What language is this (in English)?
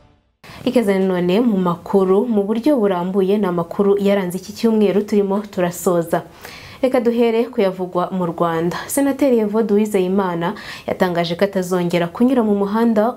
Kinyarwanda